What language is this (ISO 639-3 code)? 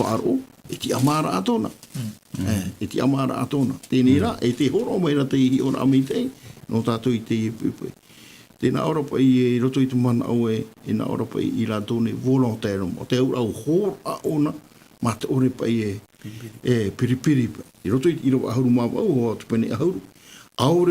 tah